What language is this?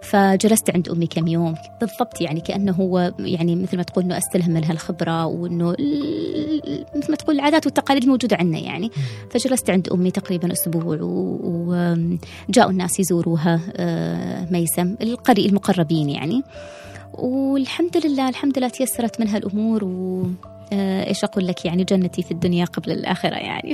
Gulf Arabic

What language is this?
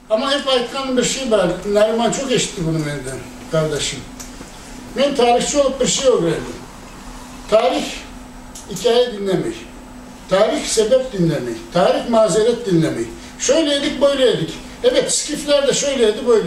Crimean Tatar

